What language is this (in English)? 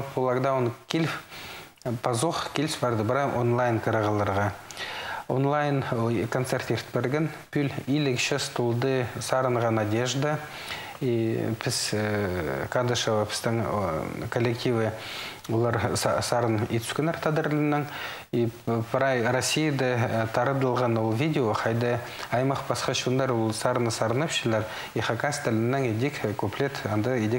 Khakas